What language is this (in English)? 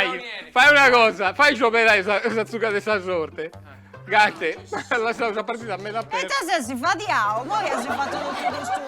Sardinian